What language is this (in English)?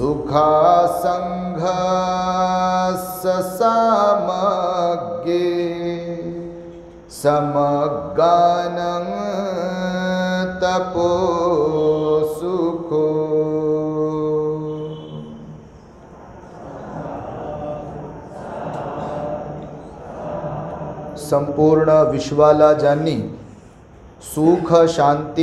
Marathi